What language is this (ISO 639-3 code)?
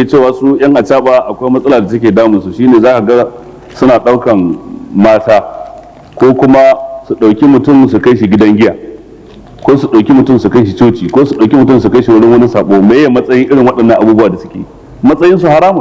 hau